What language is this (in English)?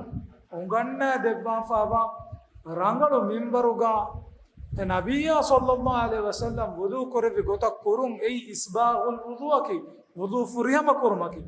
Divehi